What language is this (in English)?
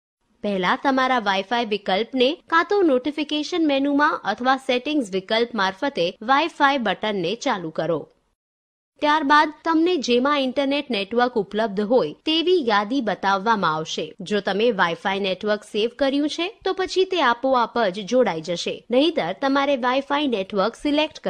Gujarati